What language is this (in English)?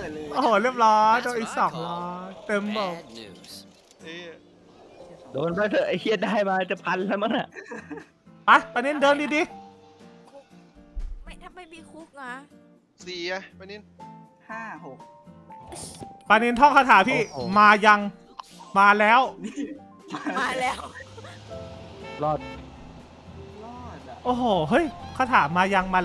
Thai